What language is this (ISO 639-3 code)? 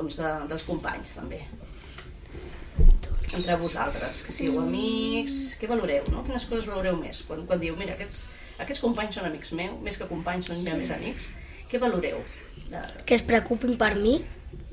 cat